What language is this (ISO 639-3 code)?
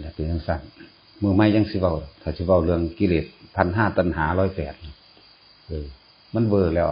tts